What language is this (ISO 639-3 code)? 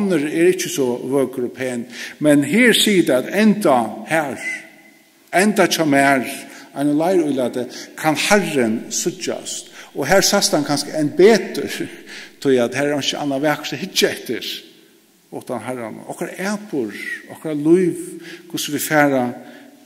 fao